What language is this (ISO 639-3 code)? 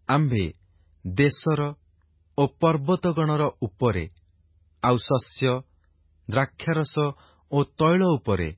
ori